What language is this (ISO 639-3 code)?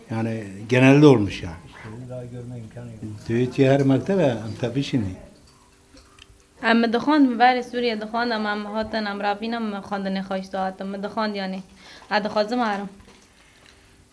tur